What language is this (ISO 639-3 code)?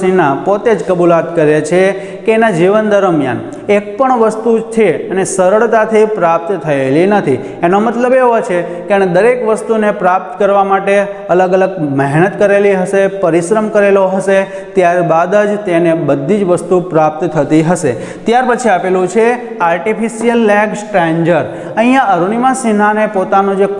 guj